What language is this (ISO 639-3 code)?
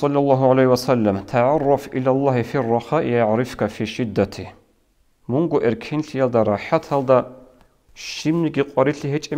ava